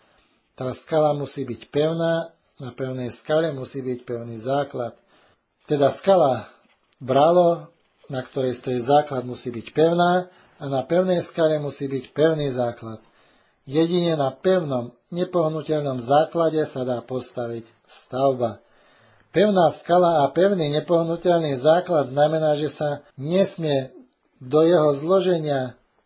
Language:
Slovak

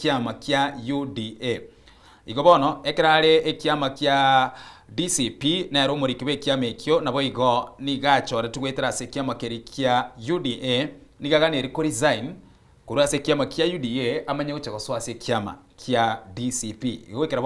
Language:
Gusii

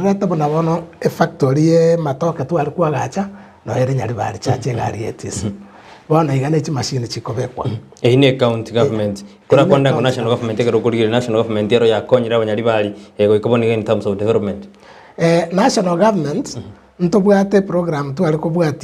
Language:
Gusii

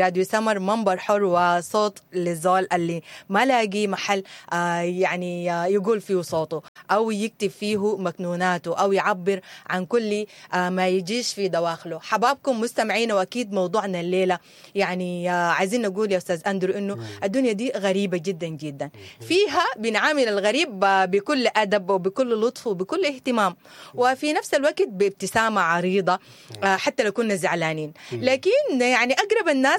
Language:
Sudanese Arabic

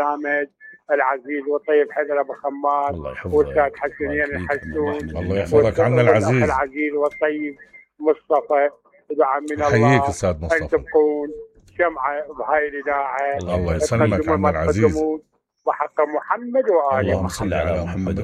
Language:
Mesopotamian Arabic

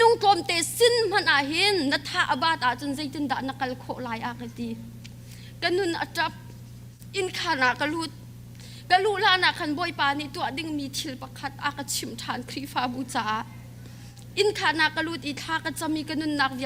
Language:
Hakha Chin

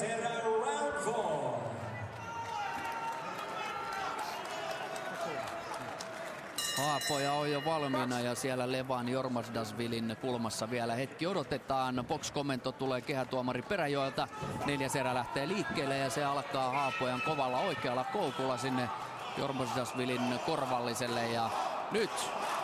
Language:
Finnish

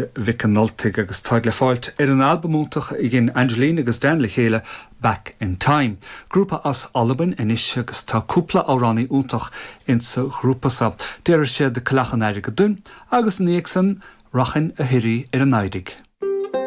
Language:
Irish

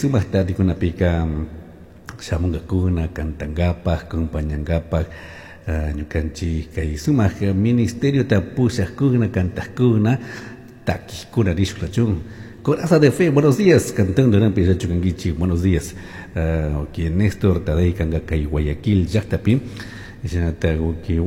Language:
Chimborazo Highland Quichua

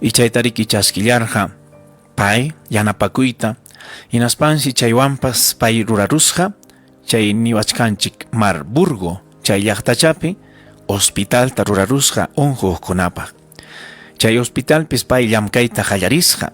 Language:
Ayacucho Quechua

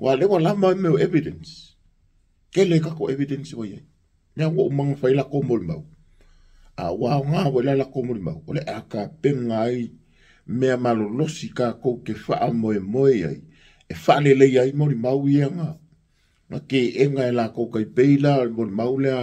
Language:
Samoan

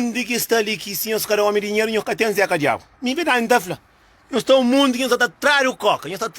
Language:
Kabuverdianu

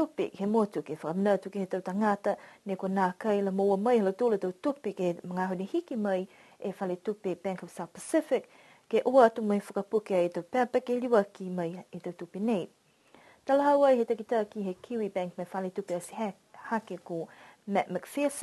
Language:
Niuean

